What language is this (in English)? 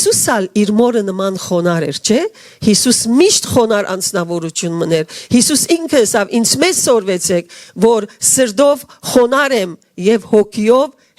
Western Armenian